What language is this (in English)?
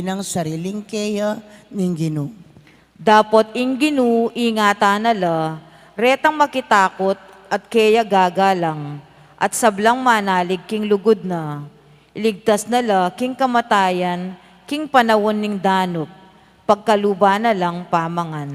Pampanga